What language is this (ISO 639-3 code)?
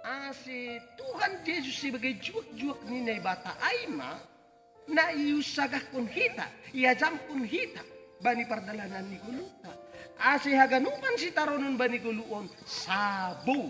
bts